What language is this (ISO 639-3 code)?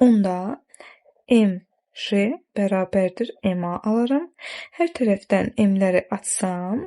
aze